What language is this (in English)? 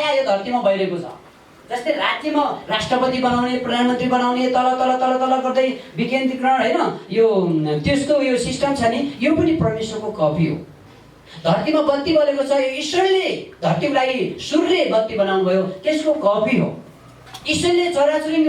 Nepali